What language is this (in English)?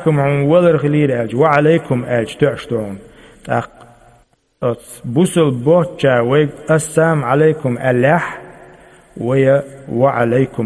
Chechen